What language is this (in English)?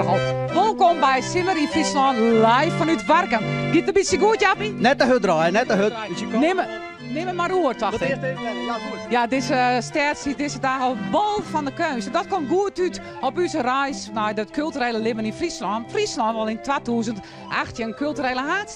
Western Frisian